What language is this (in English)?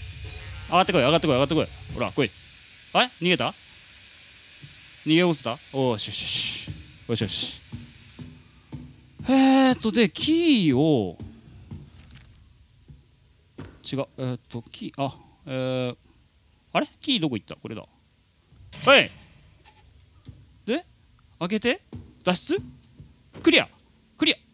Japanese